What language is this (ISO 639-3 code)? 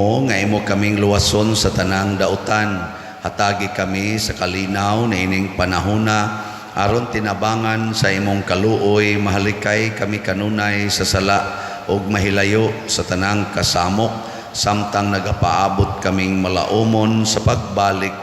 ceb